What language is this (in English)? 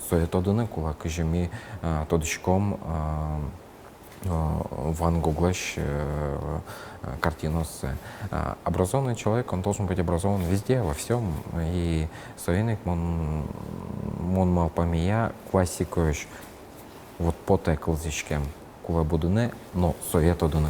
Udmurt